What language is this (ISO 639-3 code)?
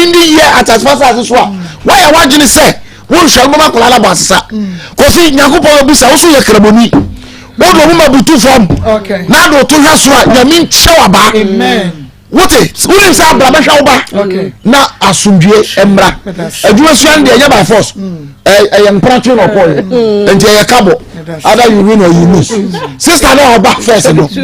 aka